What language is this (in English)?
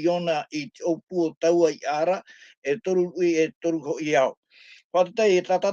Tahitian